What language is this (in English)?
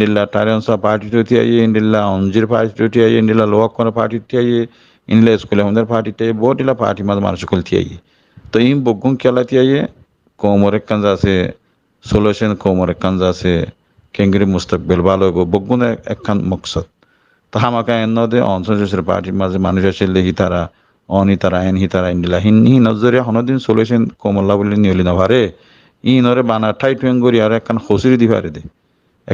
Rohingya